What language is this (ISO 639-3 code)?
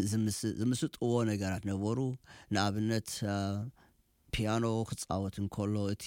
tir